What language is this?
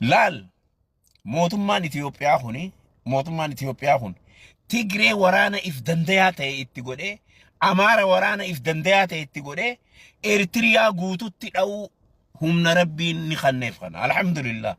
Oromo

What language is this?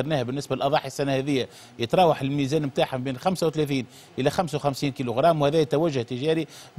Tunisian Arabic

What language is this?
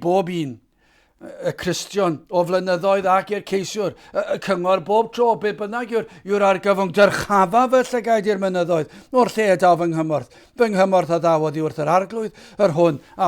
Welsh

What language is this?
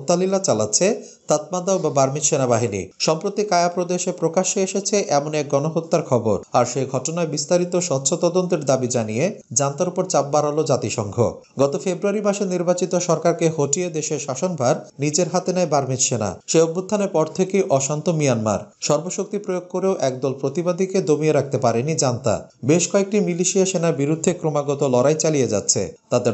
Bangla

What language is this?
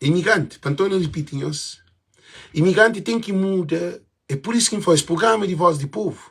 Kabuverdianu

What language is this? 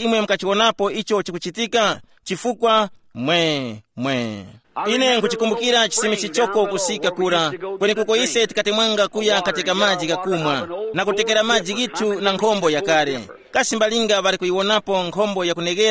Tumbuka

